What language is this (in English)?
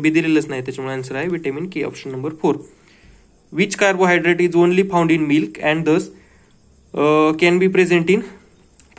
Marathi